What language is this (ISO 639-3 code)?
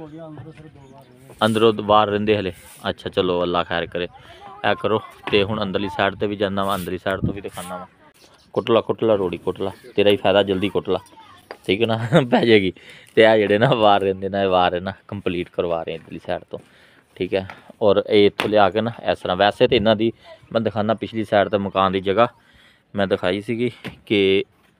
pan